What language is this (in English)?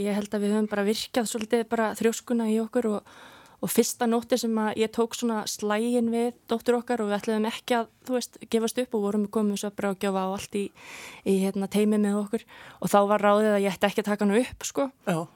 Icelandic